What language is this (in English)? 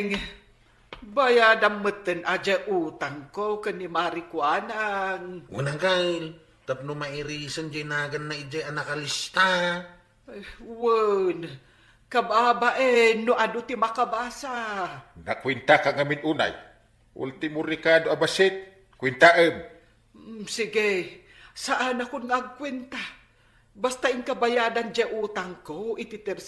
Iloko